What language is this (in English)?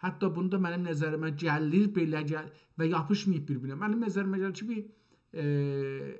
South Azerbaijani